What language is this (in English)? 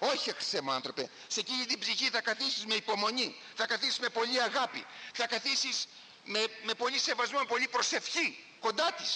Greek